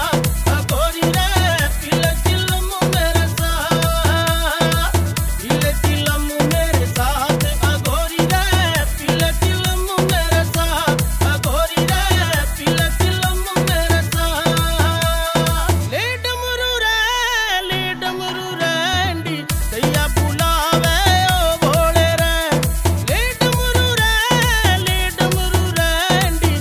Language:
Haryanvi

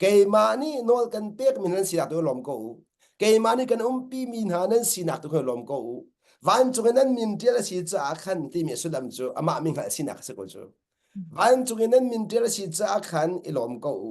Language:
Hakha Chin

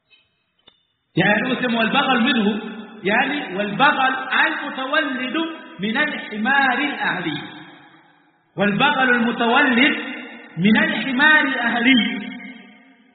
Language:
Swahili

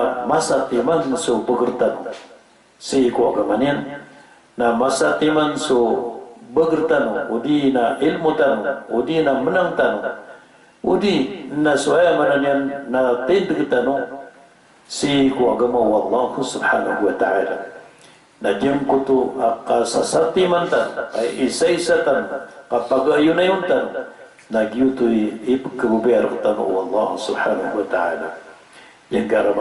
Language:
Maranao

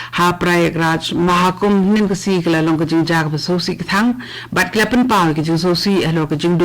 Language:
Khasi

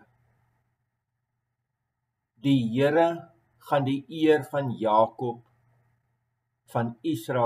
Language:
Afrikaans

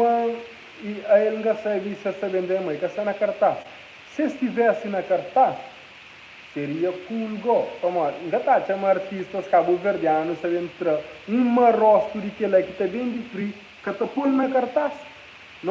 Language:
Kabuverdianu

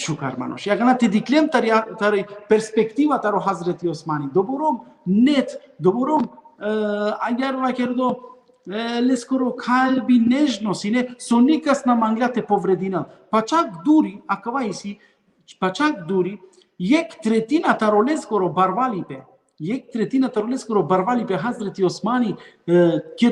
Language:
Balkan Romani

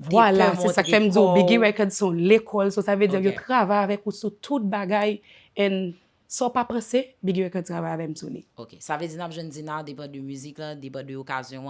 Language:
Haitian Creole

